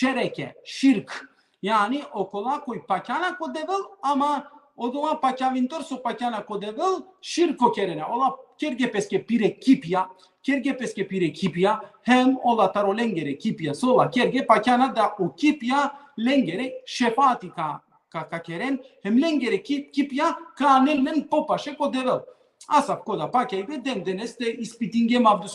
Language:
Balkan Romani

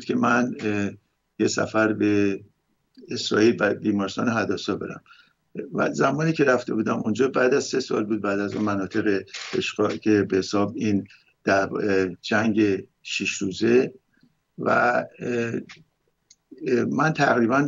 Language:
Persian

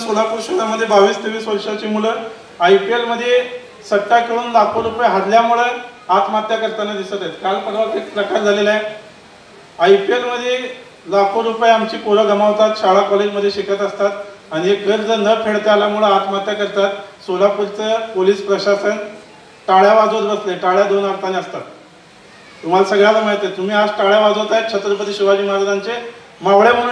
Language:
Marathi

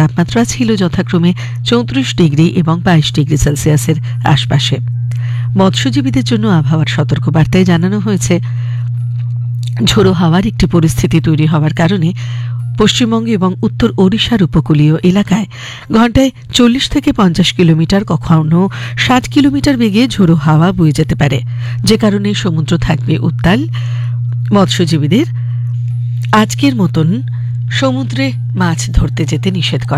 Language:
Bangla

